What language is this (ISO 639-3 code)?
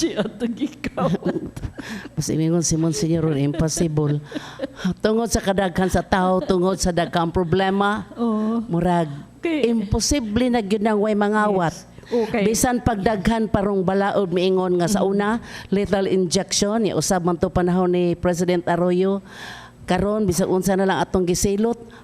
ceb